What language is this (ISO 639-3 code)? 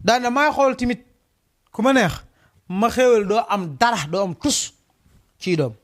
wol